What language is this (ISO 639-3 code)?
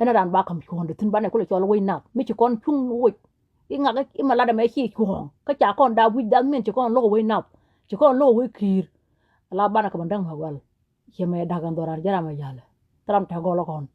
nus